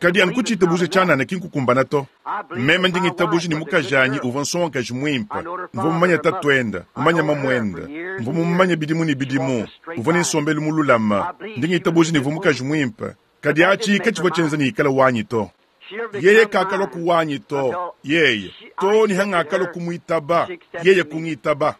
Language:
Luba-Lulua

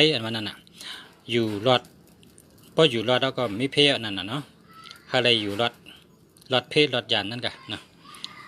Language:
Shan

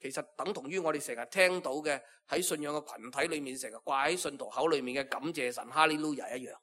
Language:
Cantonese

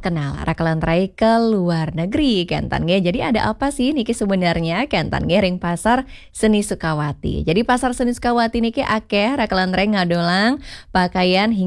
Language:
Balinese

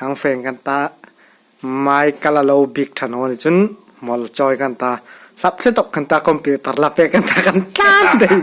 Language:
Hmar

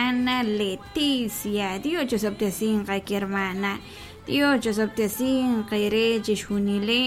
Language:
Kekchí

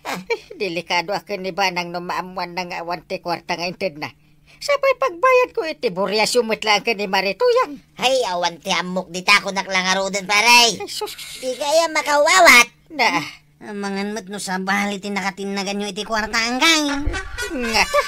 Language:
Iloko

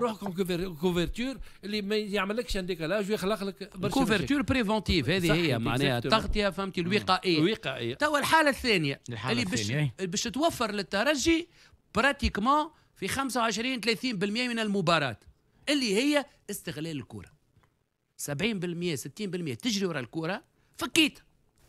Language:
Tunisian Arabic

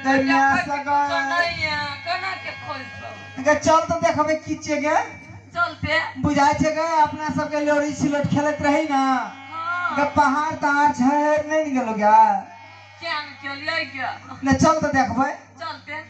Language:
Maithili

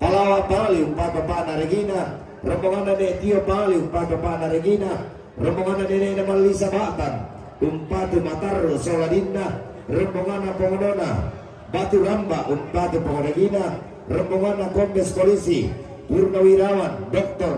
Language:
Toraja-Sa'dan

